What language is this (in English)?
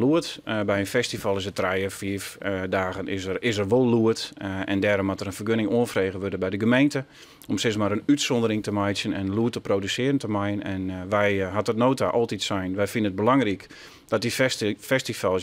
Western Frisian